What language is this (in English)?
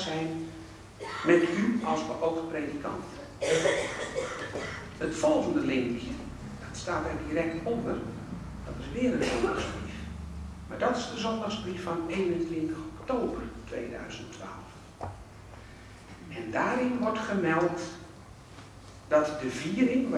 Dutch